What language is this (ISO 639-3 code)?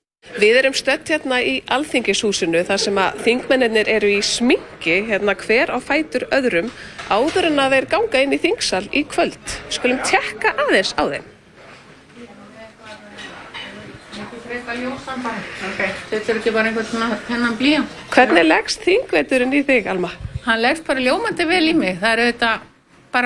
isl